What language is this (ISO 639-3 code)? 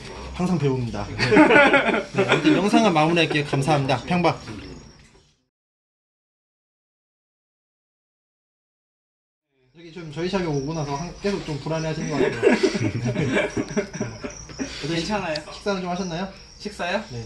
kor